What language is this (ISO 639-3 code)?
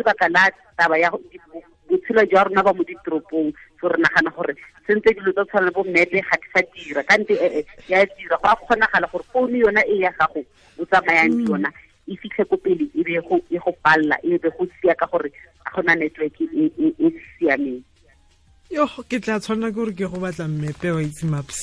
tsn